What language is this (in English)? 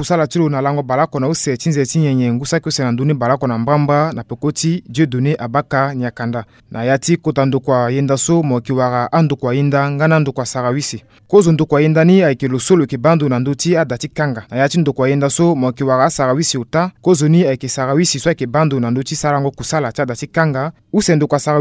Sango